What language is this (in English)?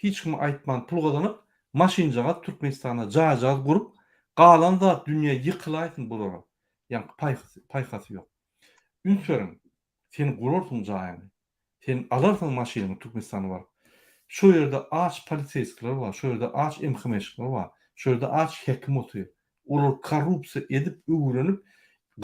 Turkmen